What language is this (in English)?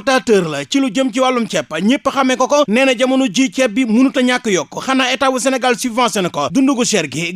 Wolof